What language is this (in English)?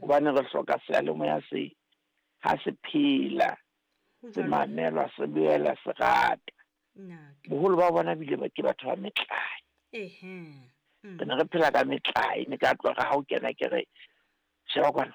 Southern Sotho